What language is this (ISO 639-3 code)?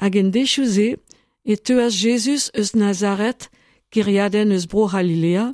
bre